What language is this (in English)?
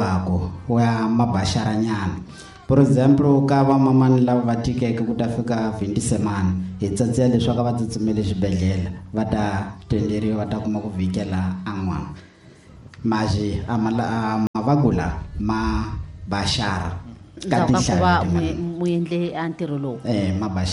Tsonga